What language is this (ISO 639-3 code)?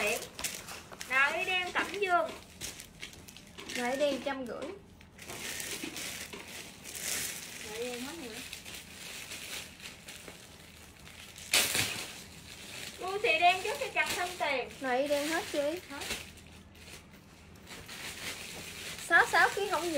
vie